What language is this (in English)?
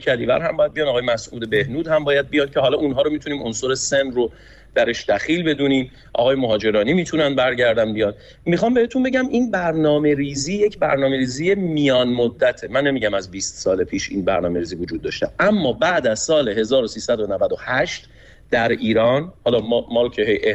Persian